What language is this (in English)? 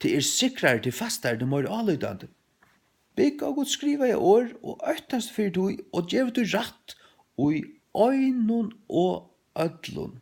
Faroese